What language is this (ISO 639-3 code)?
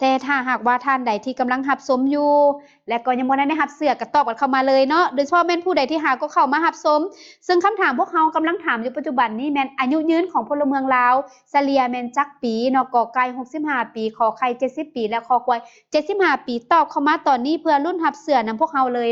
lao